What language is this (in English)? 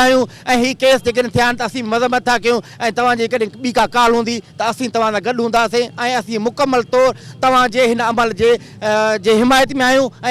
Sindhi